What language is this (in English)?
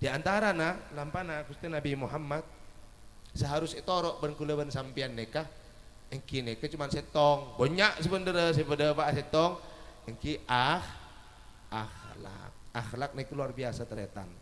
Madurese